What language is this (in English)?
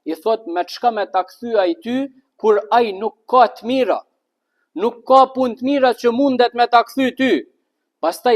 Albanian